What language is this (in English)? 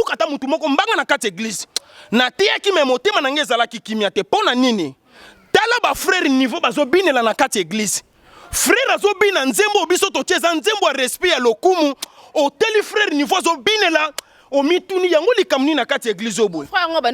Lingala